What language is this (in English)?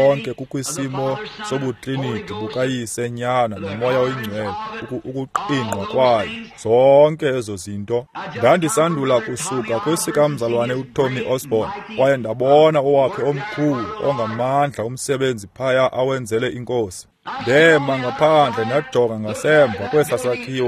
Xhosa